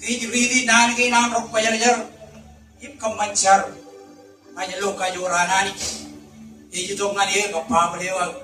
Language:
Marshallese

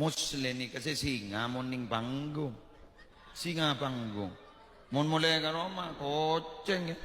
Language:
Madurese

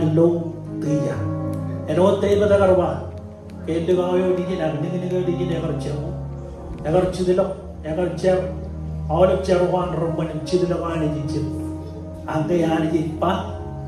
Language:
Marshallese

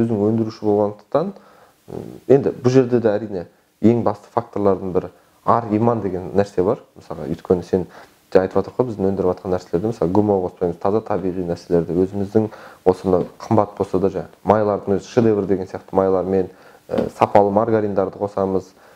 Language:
Kazakh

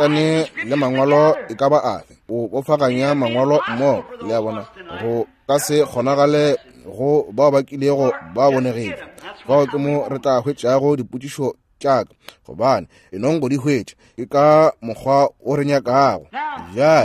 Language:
Northern Sotho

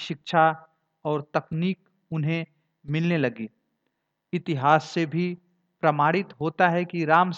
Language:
Hindi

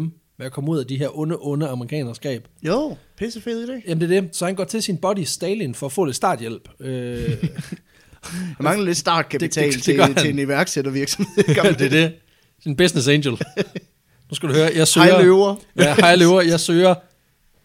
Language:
Danish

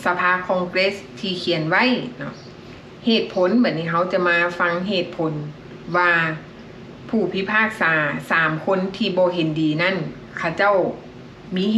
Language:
Lao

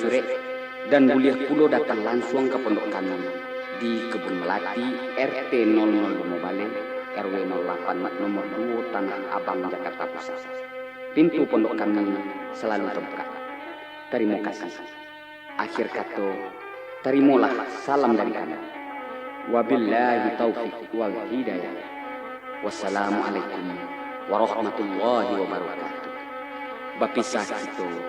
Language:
Minangkabau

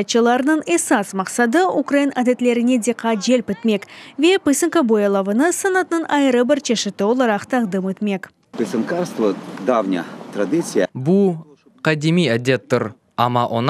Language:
Crimean Tatar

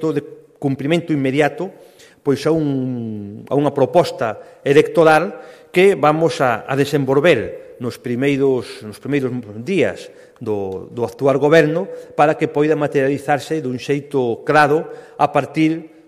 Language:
Galician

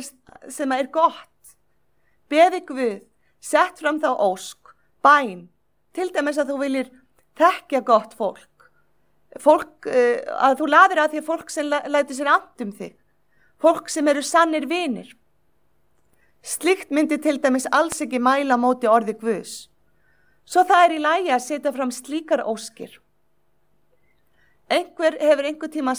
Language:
Icelandic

